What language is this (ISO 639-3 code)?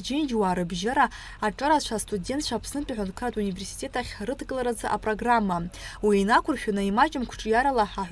abk